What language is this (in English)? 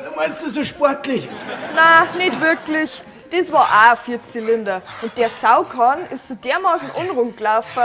Bavarian